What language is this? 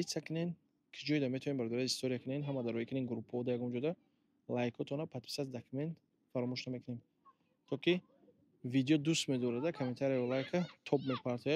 Tajik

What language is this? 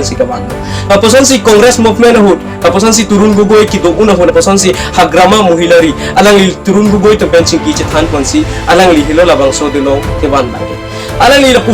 Karbi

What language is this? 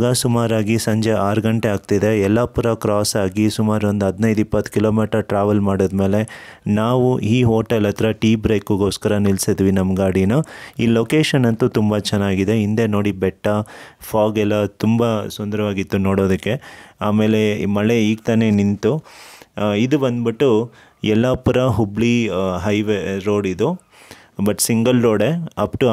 Kannada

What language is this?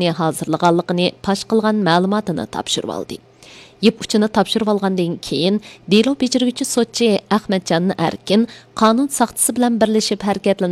Uyghur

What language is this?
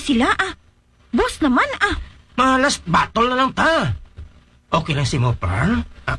Hiligaynon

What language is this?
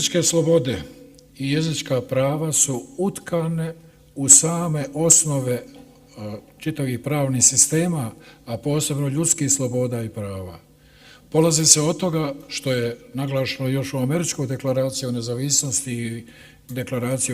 Bosnian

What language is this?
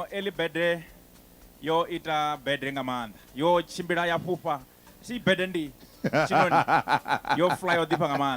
Venda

